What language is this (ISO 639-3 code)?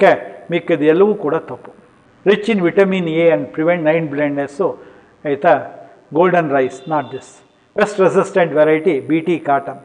kan